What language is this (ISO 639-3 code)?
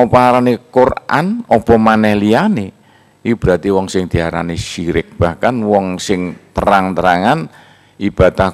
jav